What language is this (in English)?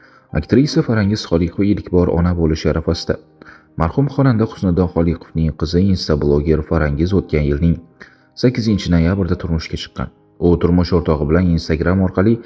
Uzbek